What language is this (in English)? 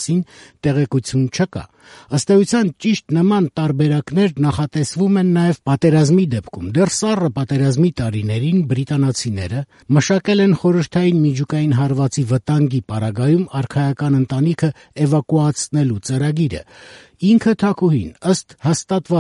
Armenian